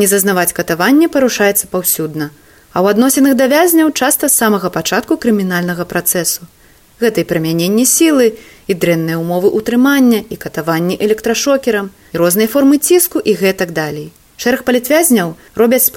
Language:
Belarusian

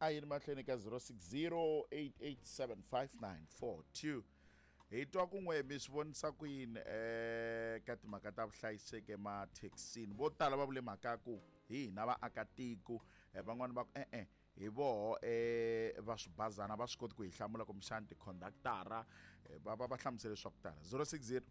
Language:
Tsonga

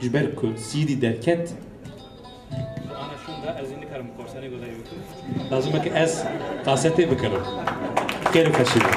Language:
Kurdish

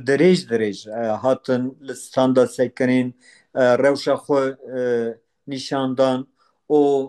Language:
Kurdish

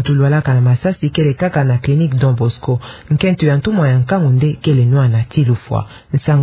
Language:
Kituba (Democratic Republic of Congo)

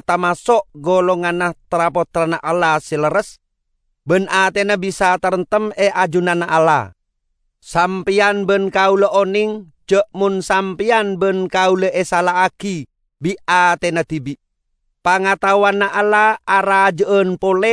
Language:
Madurese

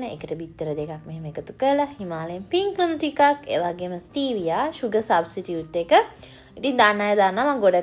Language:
Sinhala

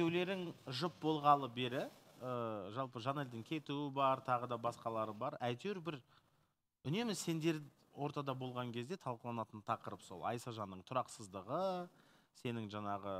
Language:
Kazakh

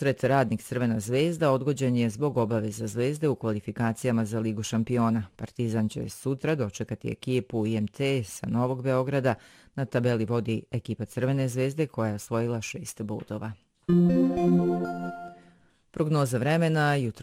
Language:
Bosnian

